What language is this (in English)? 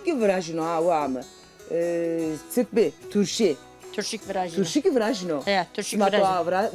Zaza